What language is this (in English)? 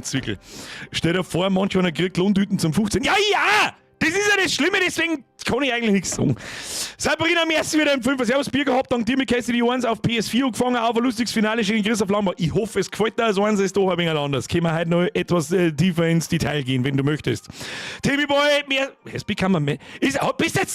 Bavarian